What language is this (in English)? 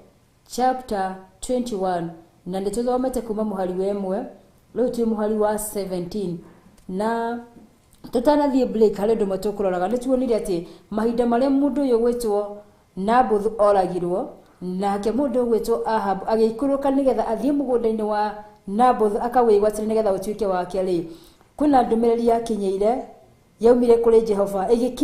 Kikuyu